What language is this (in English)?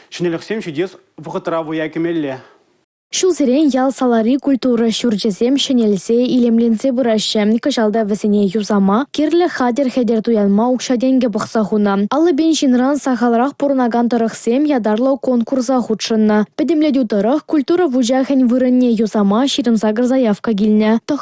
Chuvash